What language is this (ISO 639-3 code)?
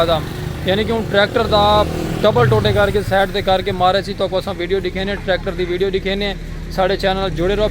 skr